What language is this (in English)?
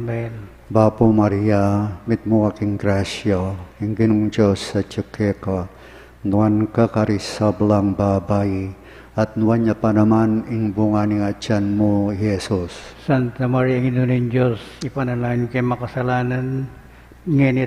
Pampanga